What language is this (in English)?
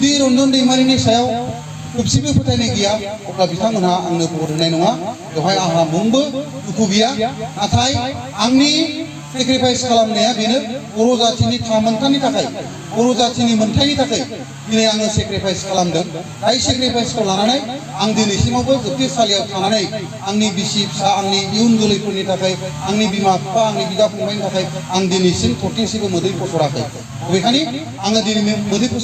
Bodo